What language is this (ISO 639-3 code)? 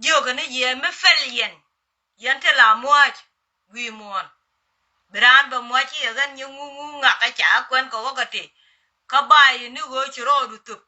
nus